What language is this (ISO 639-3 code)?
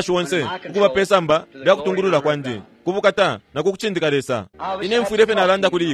bem